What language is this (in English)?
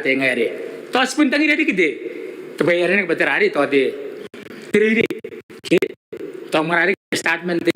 Gilbertese